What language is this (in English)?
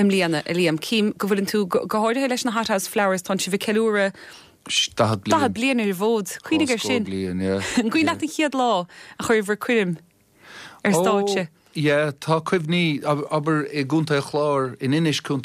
Irish